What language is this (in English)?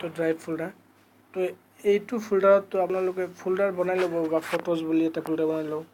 Assamese